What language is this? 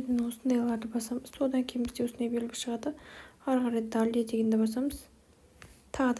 Kazakh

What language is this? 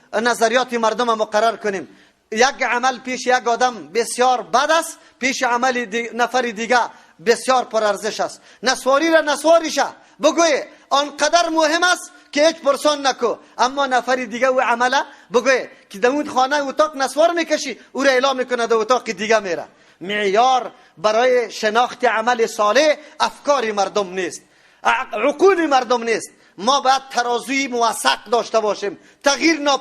Persian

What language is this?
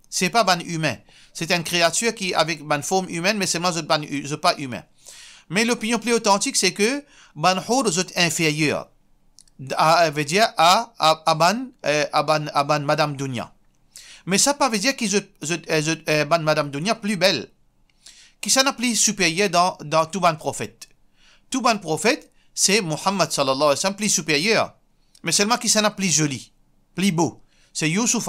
Morisyen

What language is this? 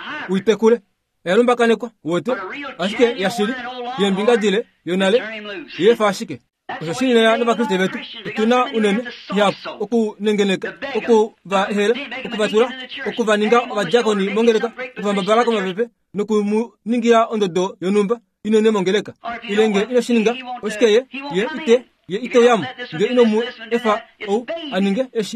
Kuanyama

